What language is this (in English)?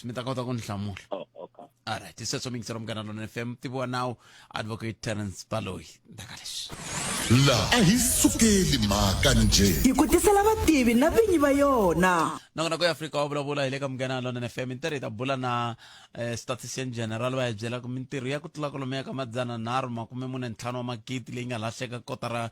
Tsonga